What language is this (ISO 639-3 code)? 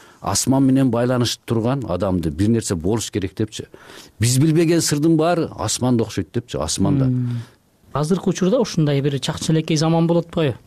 kir